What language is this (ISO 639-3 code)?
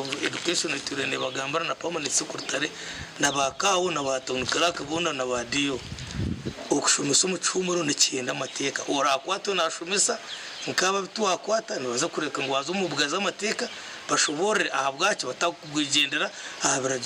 nyn